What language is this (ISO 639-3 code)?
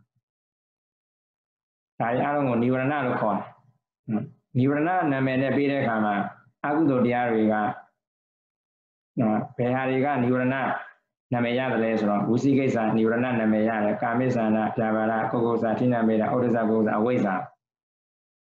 mya